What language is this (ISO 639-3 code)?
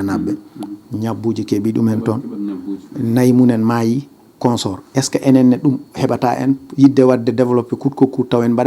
ful